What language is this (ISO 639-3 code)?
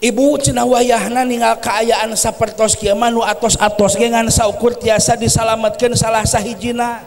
sun